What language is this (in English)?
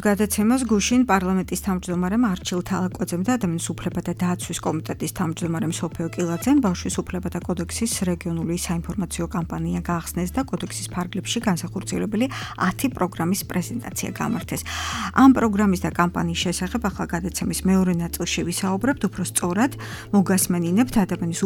Georgian